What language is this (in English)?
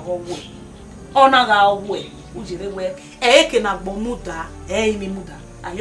Bini